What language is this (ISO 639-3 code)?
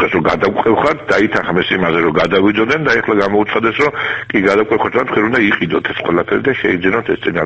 kat